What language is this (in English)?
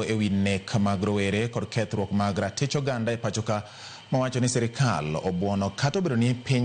Luo (Kenya and Tanzania)